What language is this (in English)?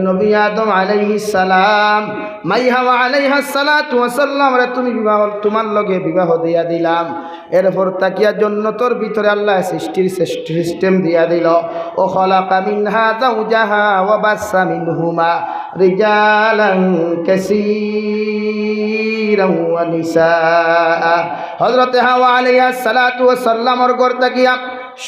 Sylheti